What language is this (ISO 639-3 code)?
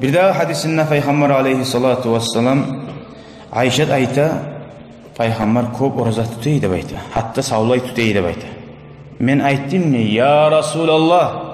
kum